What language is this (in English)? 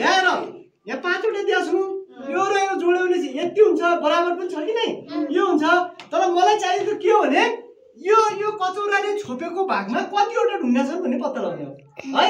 Nepali